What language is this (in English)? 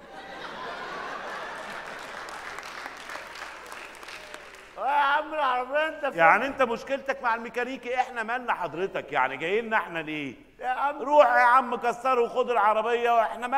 Egyptian Arabic